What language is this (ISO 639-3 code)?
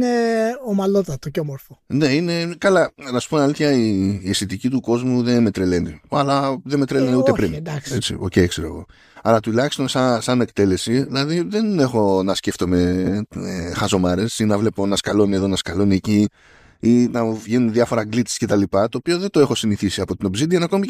ell